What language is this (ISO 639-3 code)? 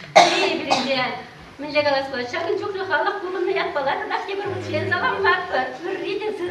chv